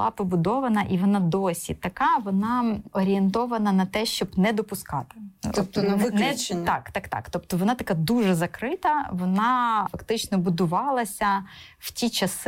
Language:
Ukrainian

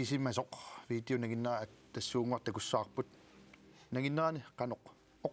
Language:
Kalaallisut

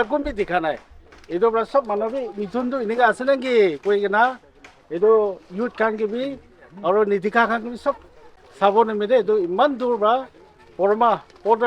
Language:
Naga Pidgin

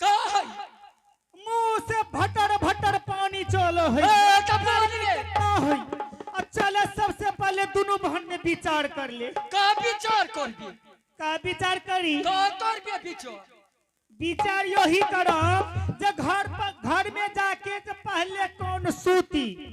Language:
Angika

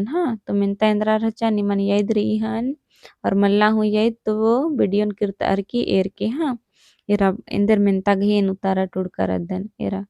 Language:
Kurukh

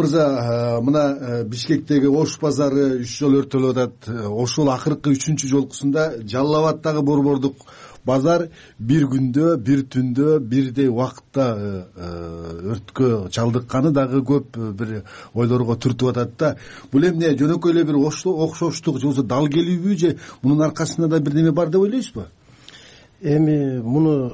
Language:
Kyrgyz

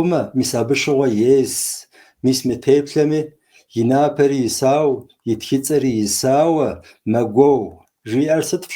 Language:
Kabardian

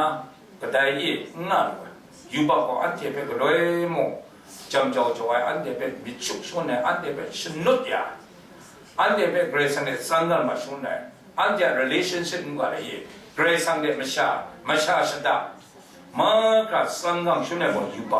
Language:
Kachin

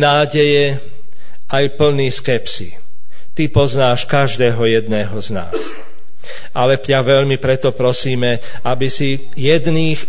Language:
Slovak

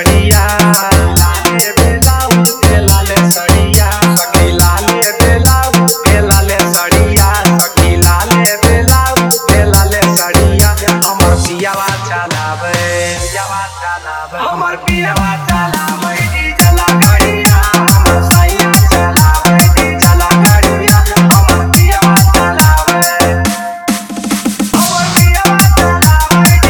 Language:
Bhojpuri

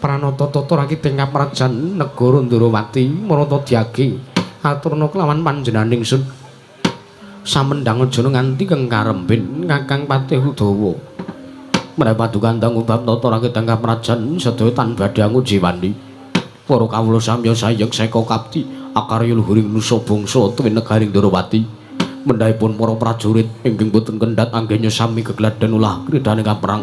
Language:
Javanese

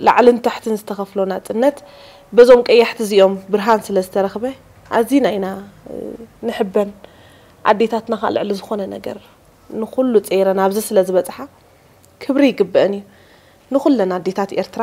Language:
Tigrinya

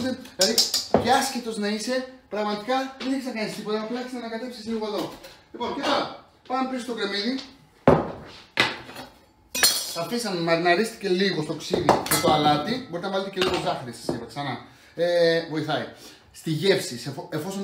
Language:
Greek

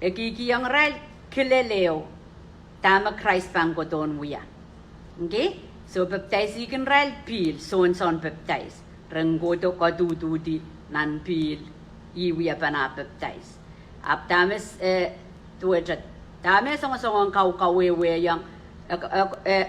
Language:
Pohnpeian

